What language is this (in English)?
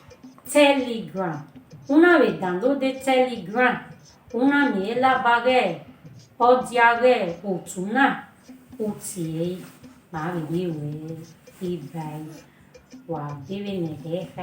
Bini